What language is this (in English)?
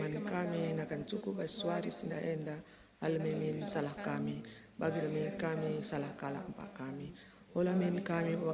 Batak Karo